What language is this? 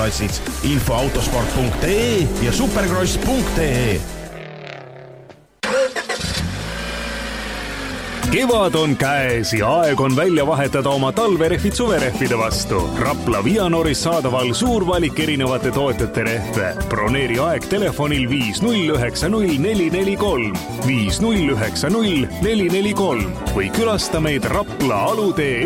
Estonian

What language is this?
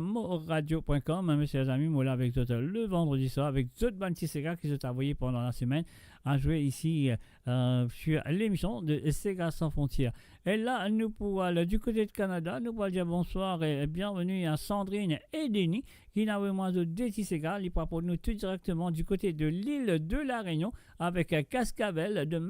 Morisyen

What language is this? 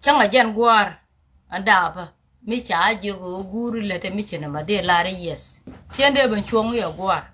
Nuer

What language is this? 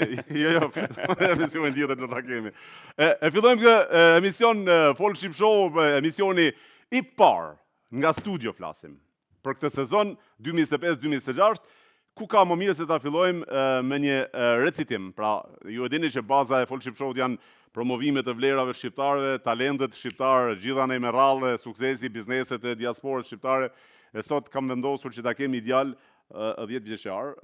Albanian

